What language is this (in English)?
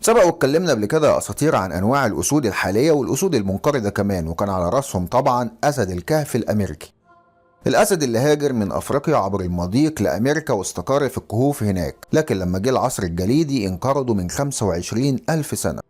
Egyptian Arabic